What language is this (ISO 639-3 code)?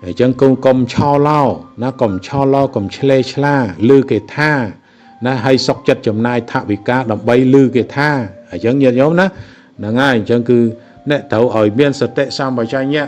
khm